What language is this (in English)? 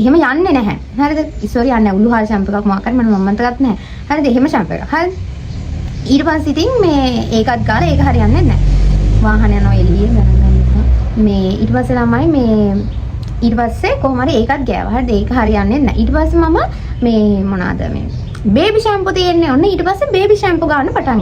Sinhala